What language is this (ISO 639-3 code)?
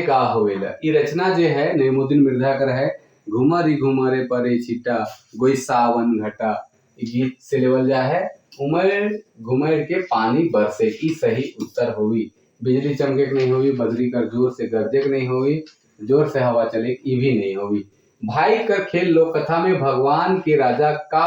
sck